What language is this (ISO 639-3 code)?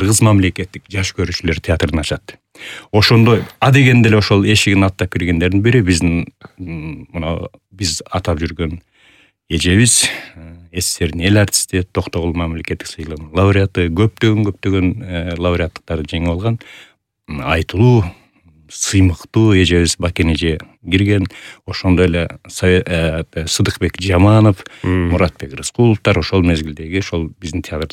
kir